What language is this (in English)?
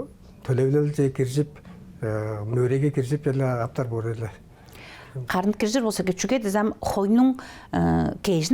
Tuvinian